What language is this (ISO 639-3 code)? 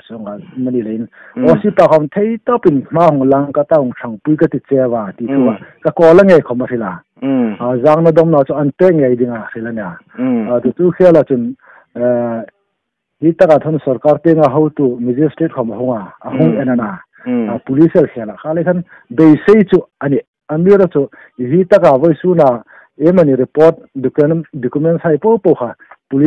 hmr